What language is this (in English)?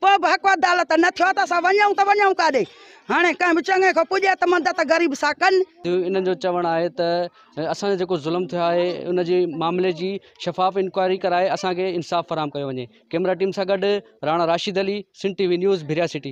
Sindhi